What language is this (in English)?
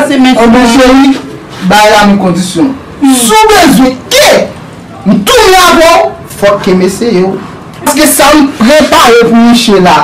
Haitian Creole